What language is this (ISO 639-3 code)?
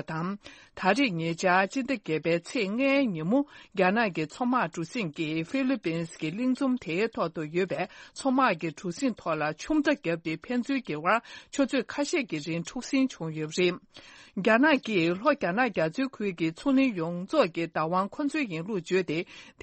bod